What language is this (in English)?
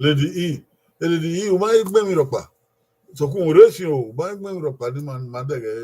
Bini